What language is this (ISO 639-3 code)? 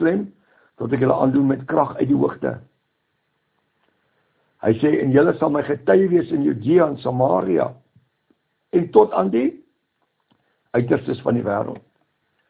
afr